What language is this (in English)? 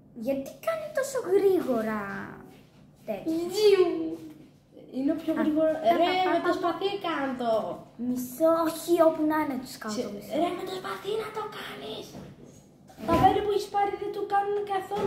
Greek